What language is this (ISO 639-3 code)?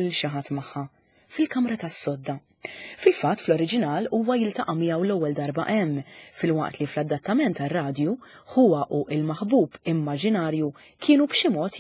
mlt